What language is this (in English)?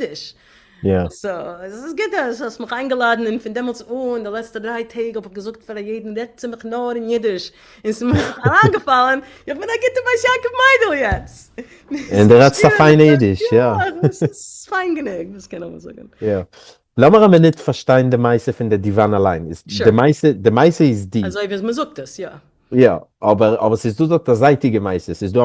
Yiddish